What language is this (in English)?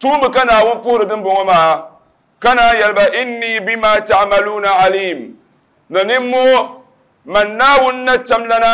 Dagbani